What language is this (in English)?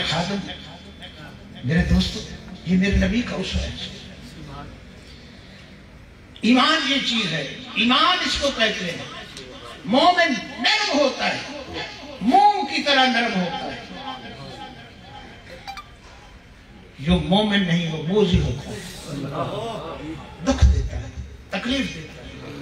Urdu